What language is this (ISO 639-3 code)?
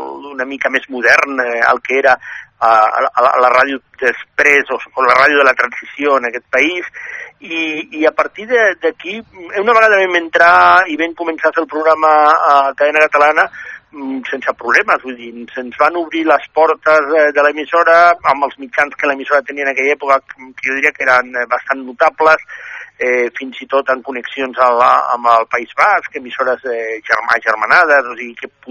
cat